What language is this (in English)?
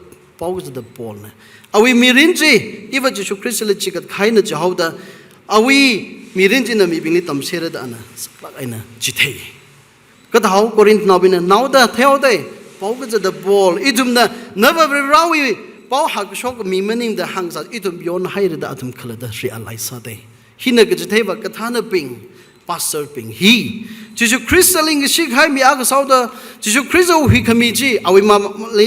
Tangkhul Naga (India)